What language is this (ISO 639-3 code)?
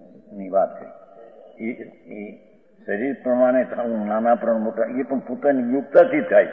guj